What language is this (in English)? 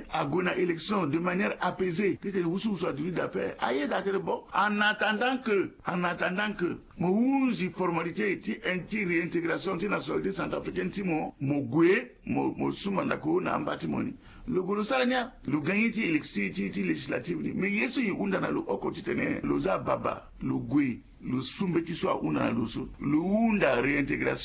Sango